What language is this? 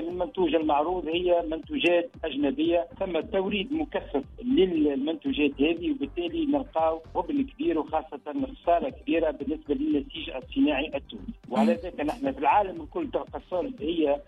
Tunisian Arabic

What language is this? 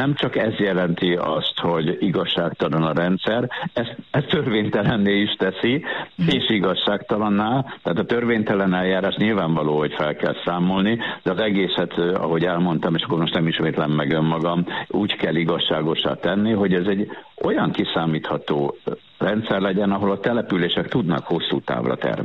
Hungarian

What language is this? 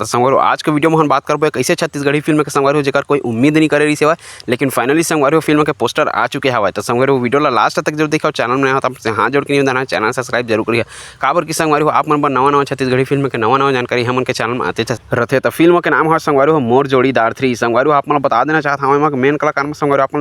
Chhattisgarhi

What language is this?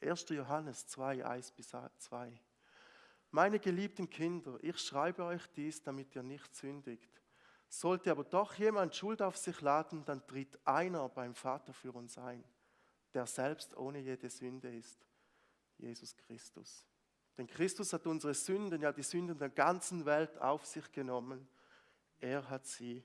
Swiss German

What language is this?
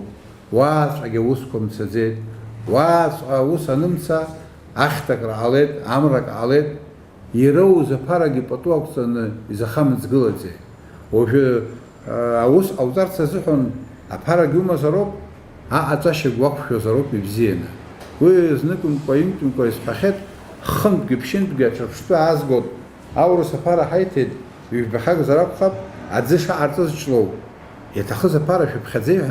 Abkhazian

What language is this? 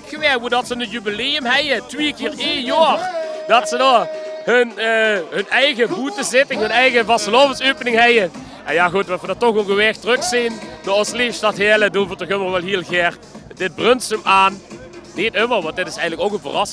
Limburgish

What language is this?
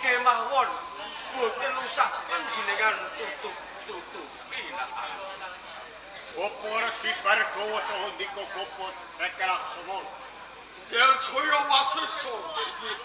Javanese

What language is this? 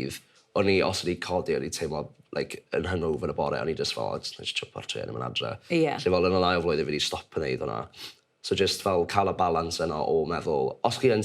Welsh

